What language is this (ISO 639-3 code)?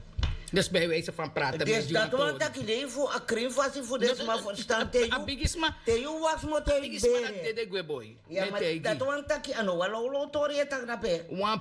srn